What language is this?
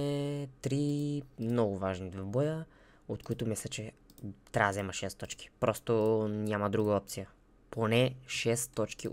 Bulgarian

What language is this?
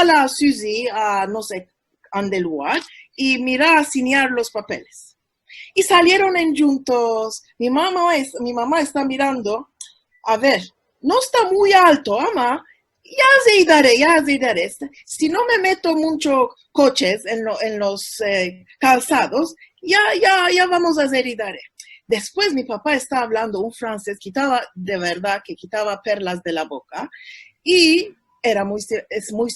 Ladino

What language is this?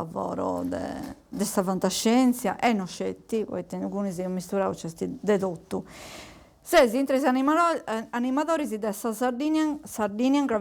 Sardinian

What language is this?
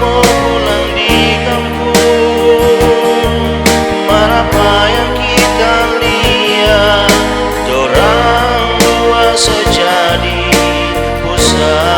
Manado Malay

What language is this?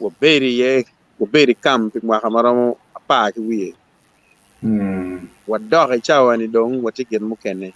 Acoli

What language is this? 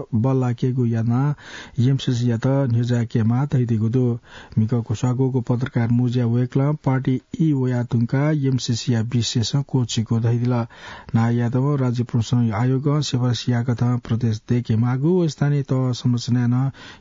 Newari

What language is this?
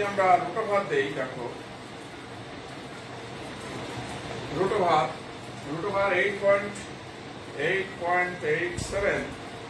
Bangla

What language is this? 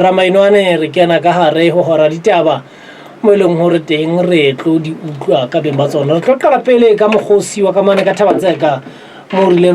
Southern Sotho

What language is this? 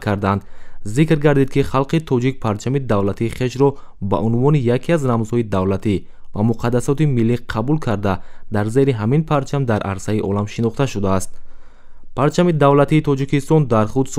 Tajik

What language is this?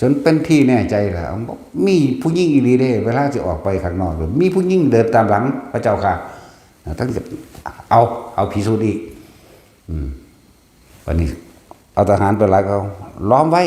Northeastern Thai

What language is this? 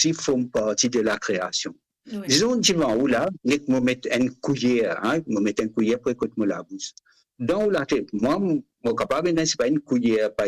Morisyen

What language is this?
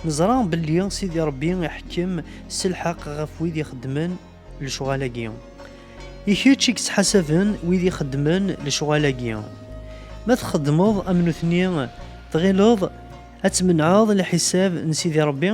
Kabyle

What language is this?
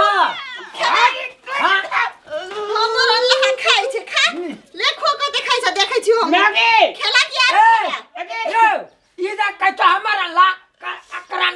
Maithili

